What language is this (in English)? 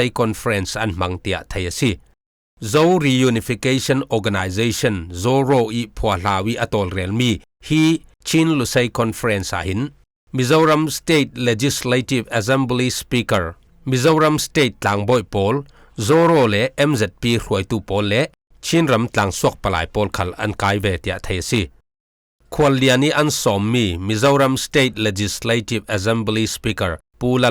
Falam Chin